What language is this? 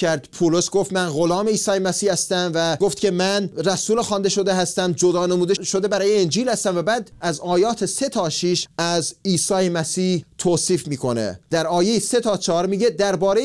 Persian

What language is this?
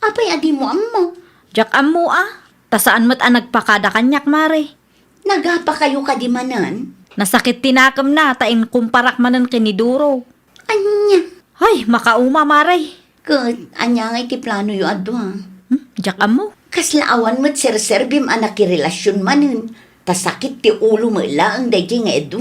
Iloko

